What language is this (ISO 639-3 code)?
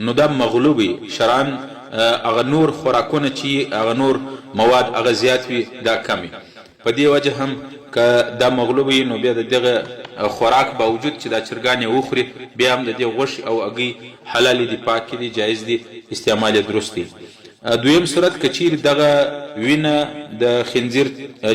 pus